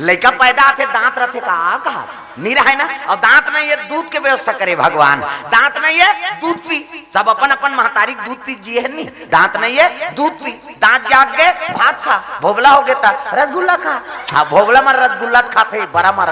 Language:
Chhattisgarhi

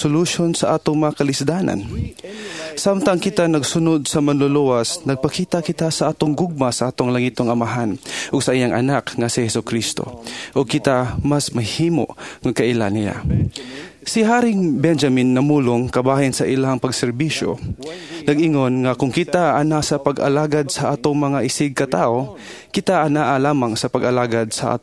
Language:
Cebuano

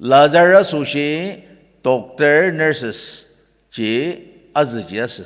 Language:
Ao Naga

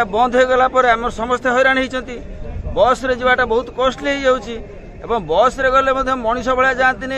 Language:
Odia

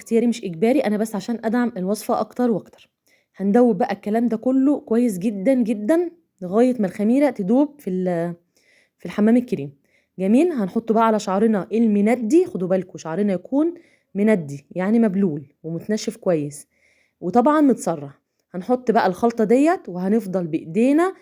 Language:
Egyptian Arabic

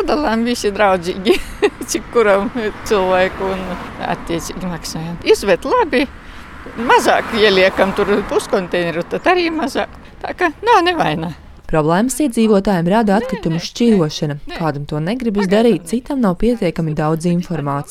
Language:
Latvian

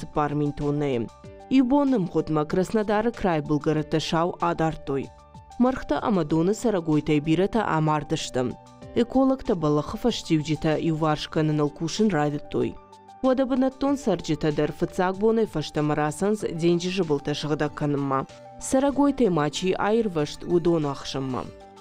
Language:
Ossetic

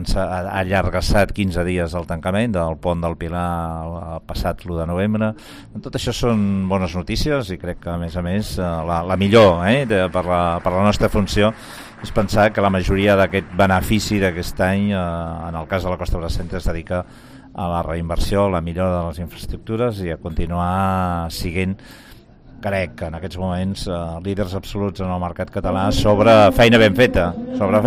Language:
Catalan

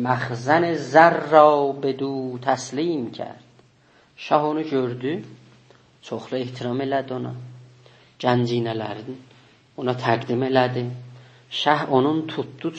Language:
South Azerbaijani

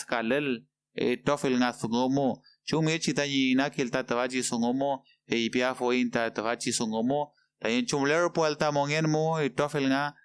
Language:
Mapuche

